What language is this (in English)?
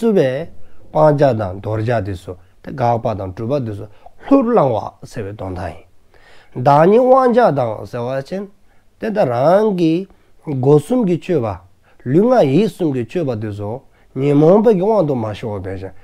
Dzongkha